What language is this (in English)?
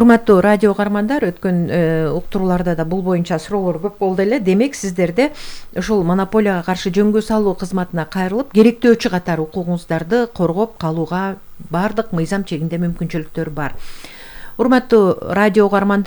Kyrgyz